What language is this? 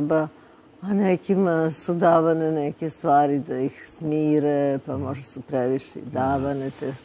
Serbian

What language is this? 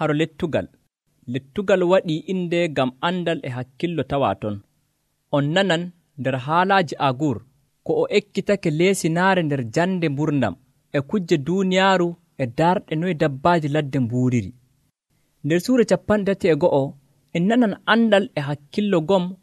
Nigerian Fulfulde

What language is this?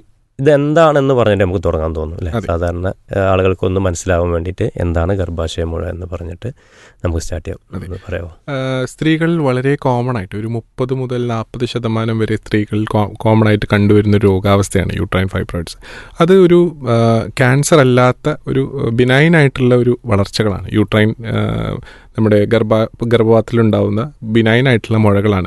Malayalam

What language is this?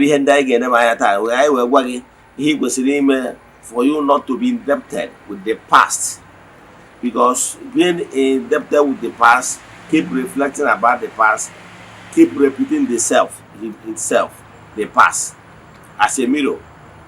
Igbo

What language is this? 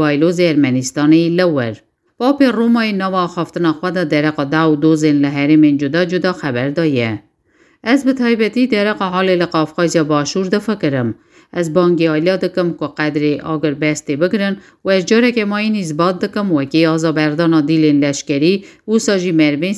Kurdish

